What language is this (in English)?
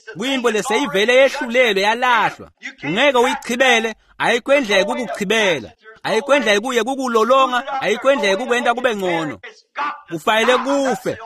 Swati